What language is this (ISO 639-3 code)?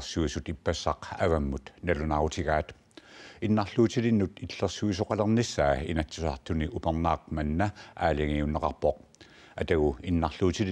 kal